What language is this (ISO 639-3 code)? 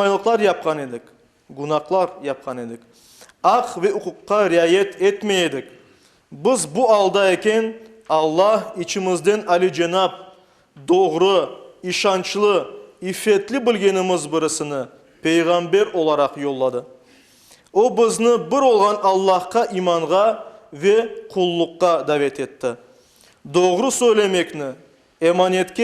crh